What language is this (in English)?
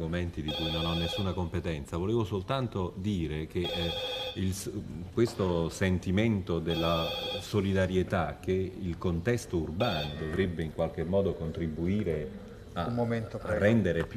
Italian